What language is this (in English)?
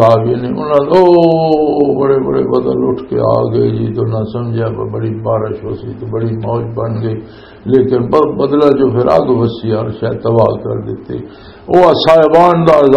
Western Panjabi